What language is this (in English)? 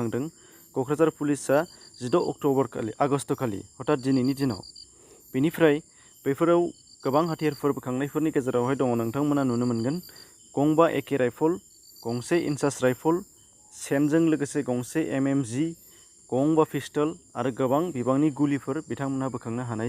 Bodo